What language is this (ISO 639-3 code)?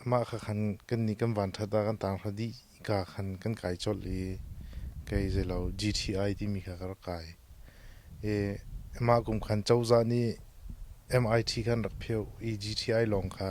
cnh